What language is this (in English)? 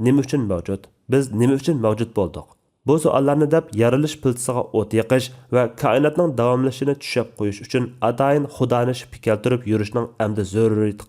Uyghur